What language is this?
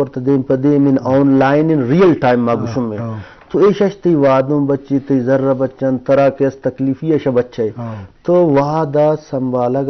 Eastern Balochi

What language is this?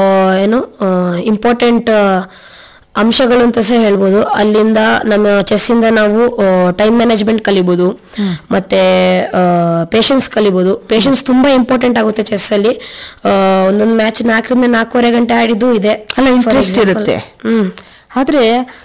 Kannada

